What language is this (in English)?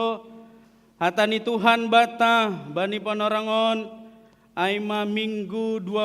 Batak Simalungun